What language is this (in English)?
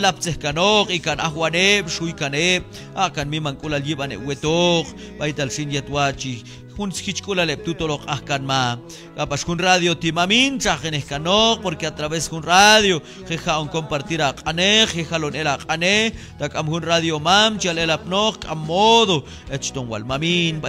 Q'anjob'al